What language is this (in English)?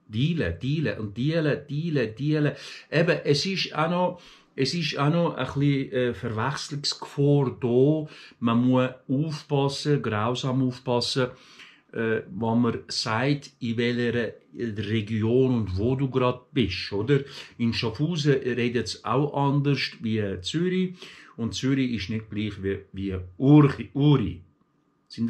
Swiss German